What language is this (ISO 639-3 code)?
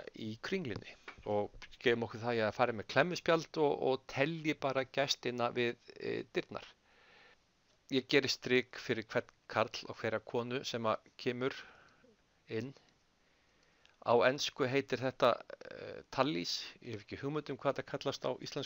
isl